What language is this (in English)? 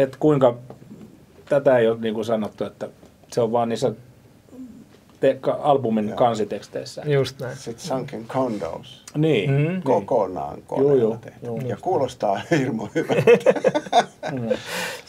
Finnish